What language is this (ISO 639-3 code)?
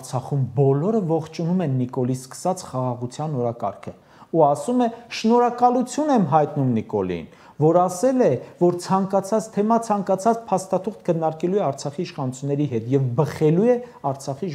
hye